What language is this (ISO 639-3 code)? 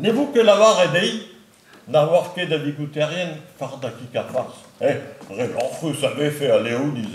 bre